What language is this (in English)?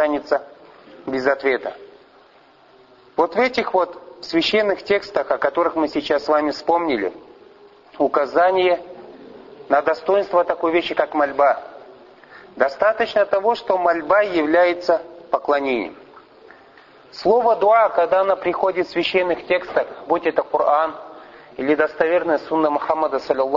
Russian